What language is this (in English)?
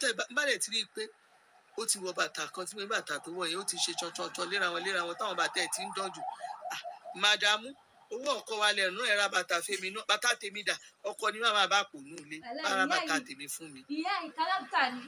Yoruba